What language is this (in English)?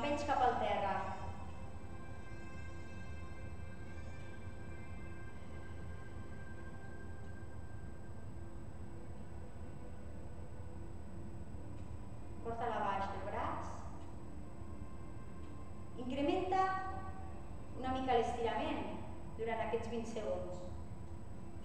Catalan